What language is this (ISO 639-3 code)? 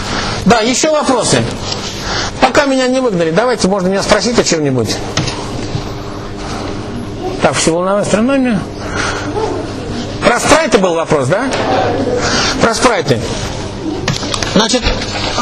rus